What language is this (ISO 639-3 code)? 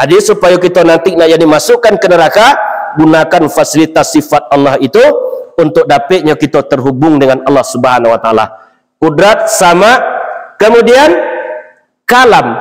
min